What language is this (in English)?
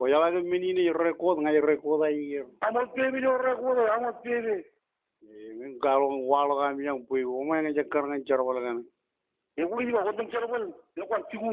Marshallese